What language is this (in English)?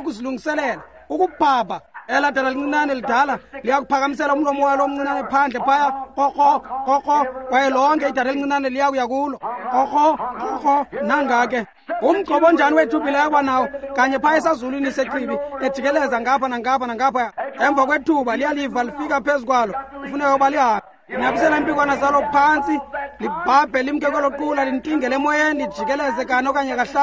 Xhosa